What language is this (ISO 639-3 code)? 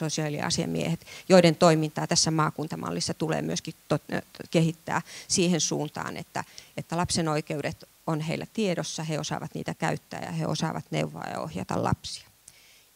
fin